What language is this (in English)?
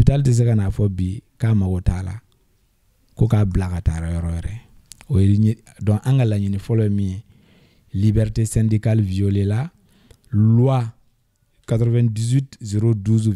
Bambara